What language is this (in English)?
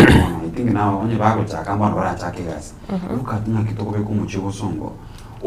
Gusii